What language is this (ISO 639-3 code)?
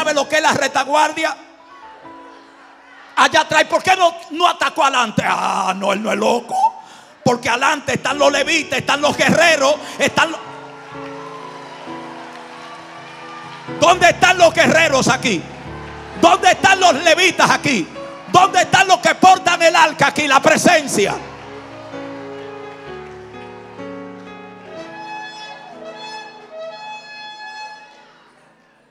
spa